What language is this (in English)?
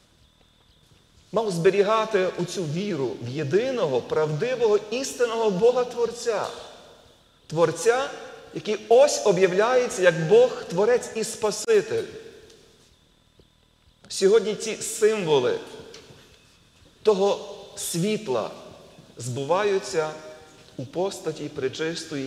Ukrainian